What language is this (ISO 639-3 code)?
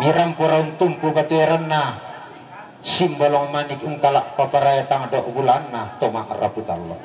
sda